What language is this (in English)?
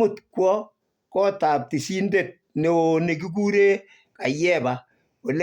Kalenjin